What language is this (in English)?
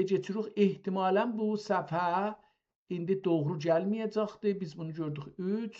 South Azerbaijani